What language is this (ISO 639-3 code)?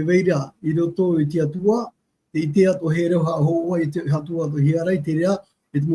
tah